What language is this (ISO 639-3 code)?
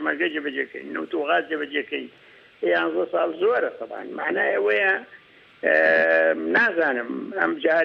ckb